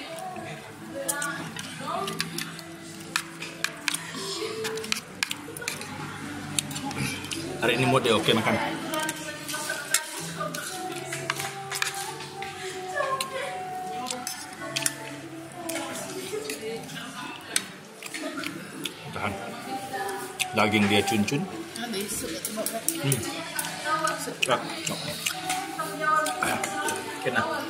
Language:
Malay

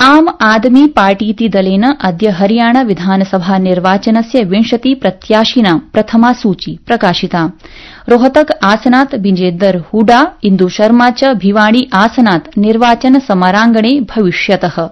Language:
Sanskrit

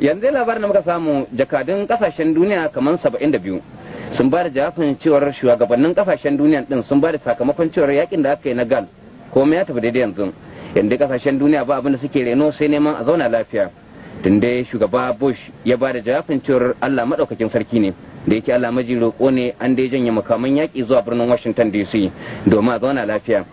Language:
Hausa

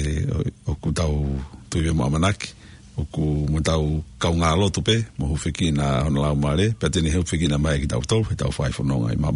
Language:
Tongan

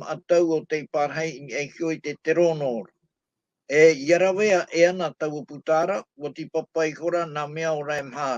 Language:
Tahitian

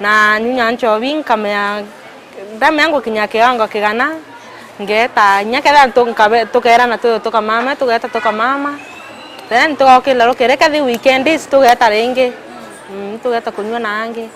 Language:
Meru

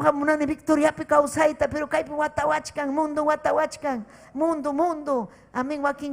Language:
Ayacucho Quechua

